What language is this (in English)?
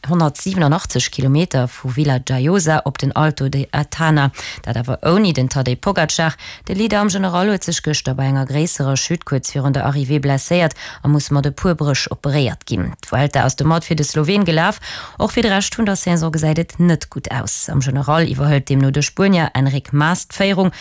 Luxembourgish